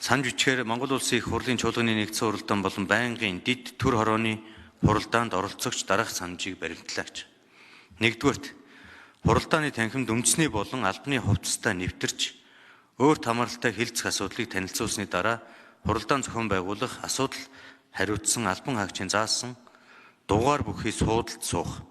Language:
Mongolian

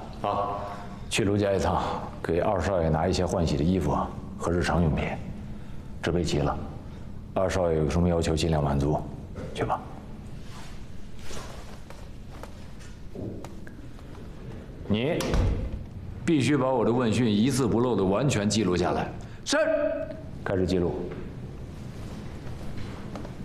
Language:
Chinese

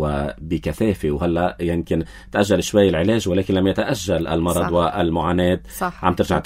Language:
North Levantine Arabic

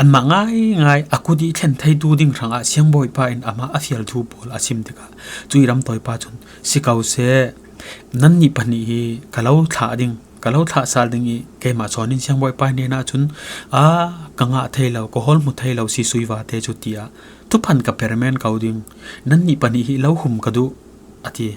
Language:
Falam Chin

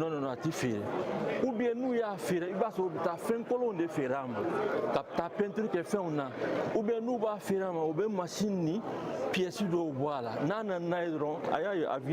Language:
Bambara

